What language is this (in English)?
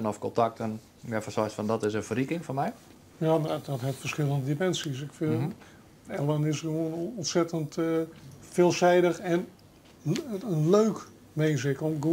Western Frisian